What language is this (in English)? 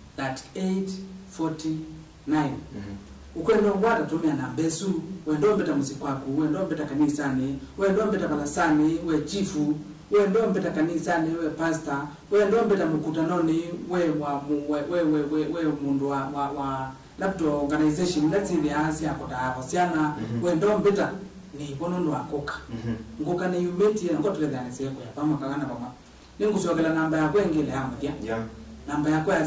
Kamba